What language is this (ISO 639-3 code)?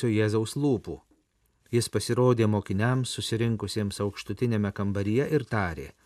lit